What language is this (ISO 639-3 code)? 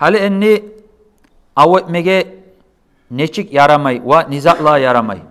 kum